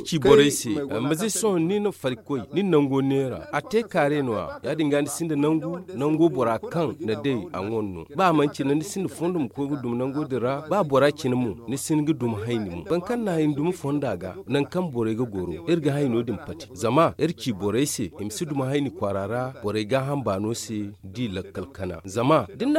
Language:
Zarma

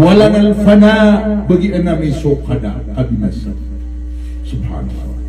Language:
Maranao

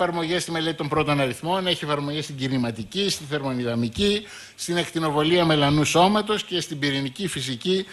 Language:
Greek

